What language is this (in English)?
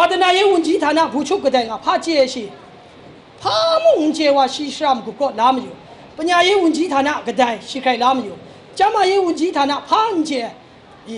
Kachin